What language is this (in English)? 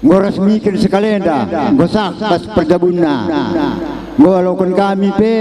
Batak Karo